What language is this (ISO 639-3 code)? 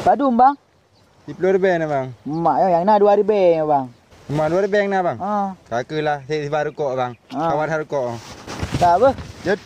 ace